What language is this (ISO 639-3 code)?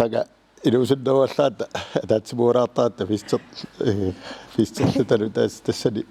kal